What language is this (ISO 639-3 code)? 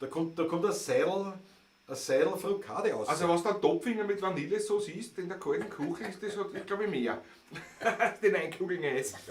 bar